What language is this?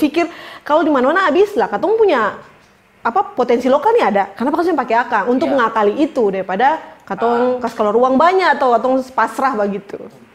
Ambonese Malay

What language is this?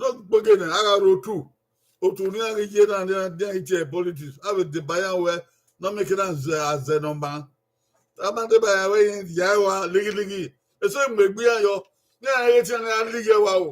Bini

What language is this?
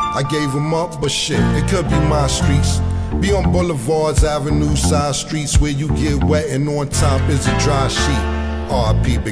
English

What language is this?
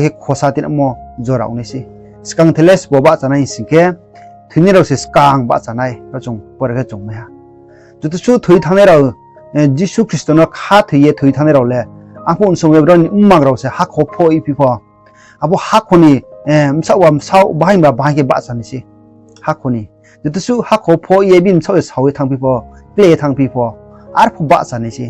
Riang (India)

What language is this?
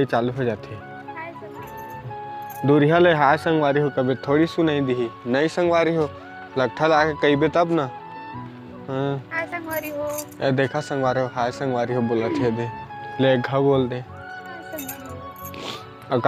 Chhattisgarhi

